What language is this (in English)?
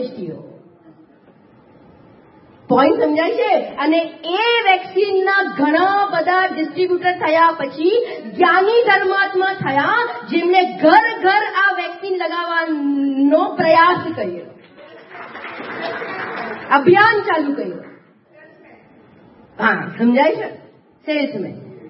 Gujarati